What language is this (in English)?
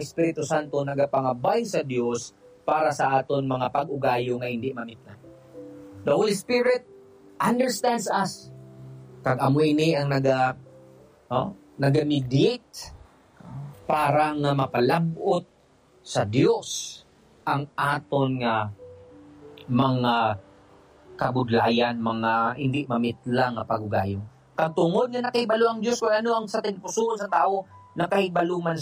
Hiligaynon